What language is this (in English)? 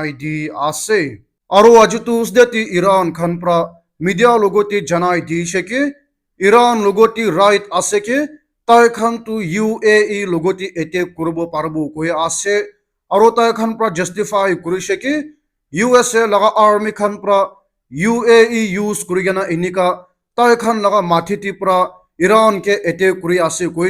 Naga Pidgin